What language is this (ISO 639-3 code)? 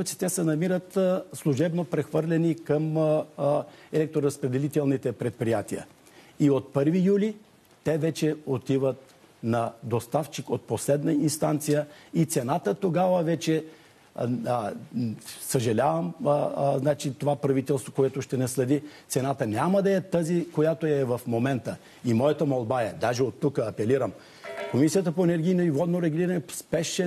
bul